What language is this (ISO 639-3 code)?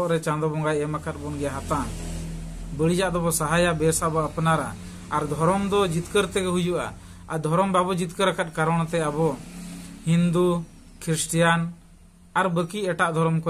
sat